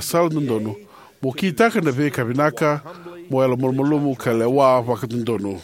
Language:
Fijian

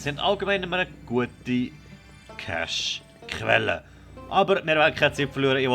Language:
Swiss German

